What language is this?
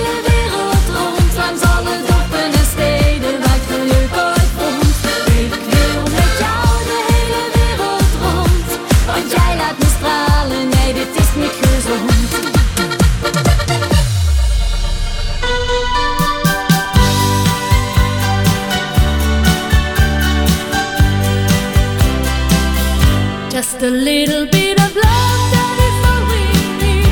Dutch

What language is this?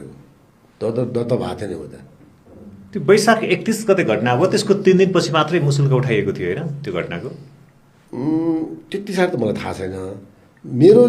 Nepali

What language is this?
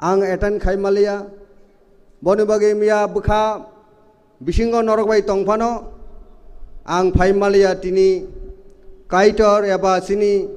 Kok Borok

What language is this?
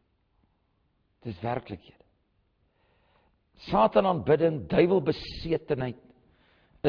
Afrikaans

